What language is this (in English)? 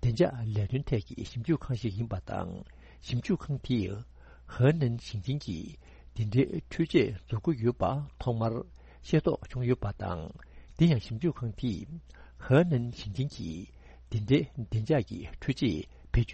Tibetan